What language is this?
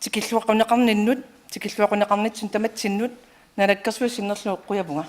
Kalaallisut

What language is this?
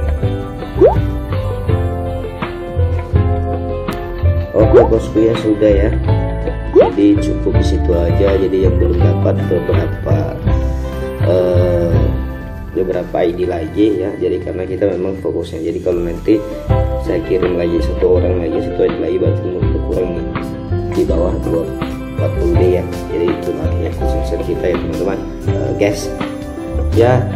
Indonesian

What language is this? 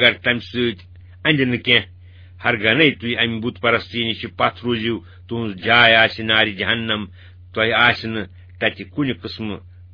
Kashmiri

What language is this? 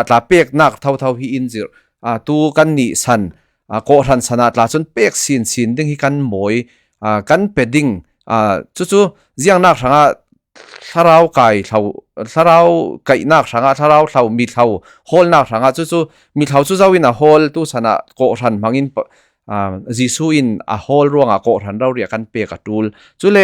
Falam Chin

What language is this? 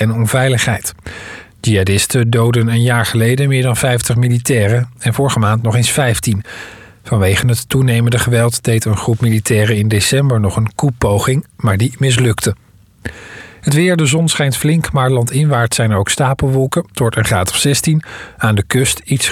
Dutch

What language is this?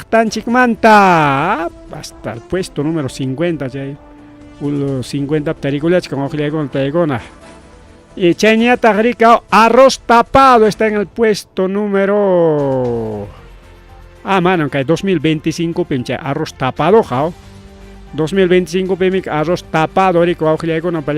Ayacucho Quechua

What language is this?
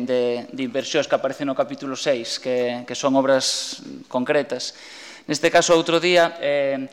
Galician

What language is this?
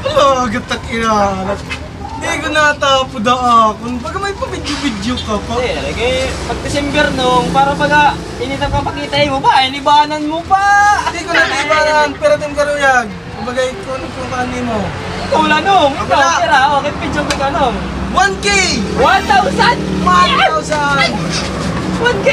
Waray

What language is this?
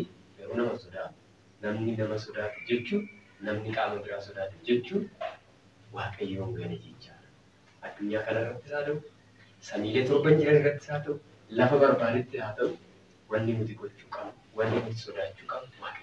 Oromo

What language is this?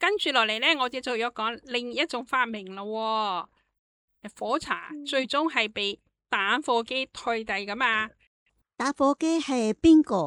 Cantonese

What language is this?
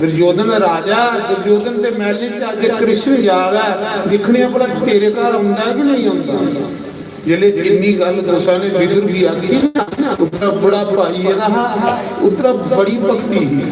Dogri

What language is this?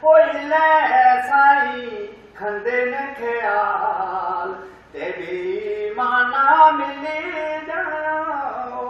Dogri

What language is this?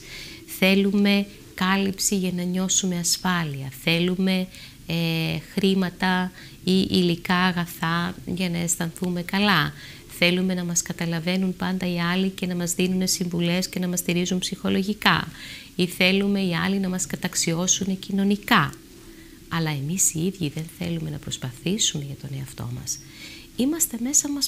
Greek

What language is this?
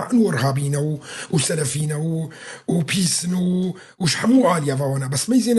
Kurdish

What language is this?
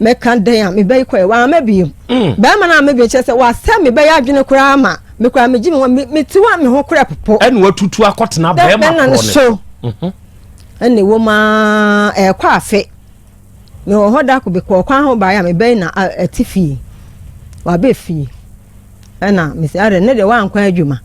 Akan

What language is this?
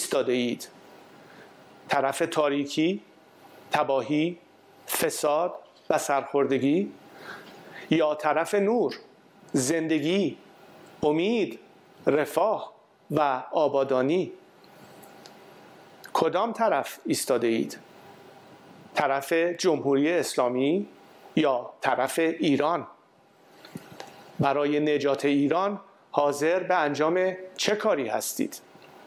Persian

